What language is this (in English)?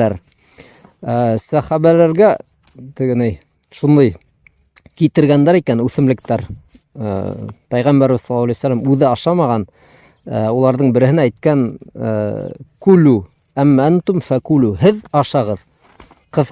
Bashkir